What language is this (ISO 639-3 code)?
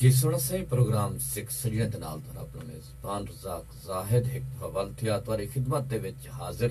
skr